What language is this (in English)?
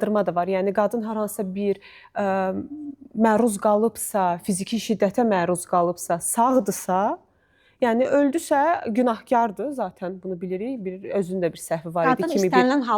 Azerbaijani